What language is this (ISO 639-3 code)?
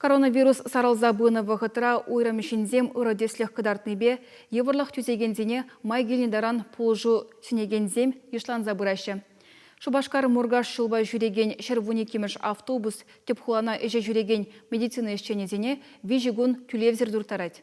chv